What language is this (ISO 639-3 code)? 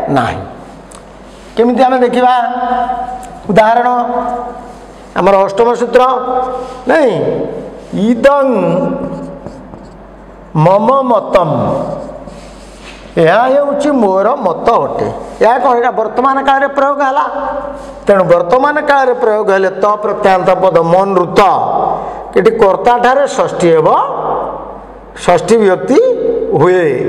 ori